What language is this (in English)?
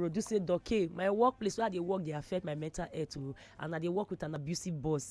Nigerian Pidgin